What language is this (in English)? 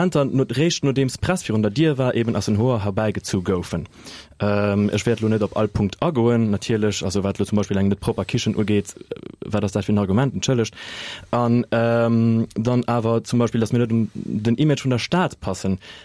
Luxembourgish